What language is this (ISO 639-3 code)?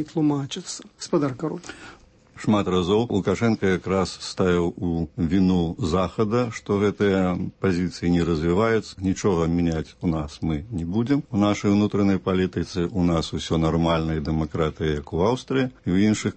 bel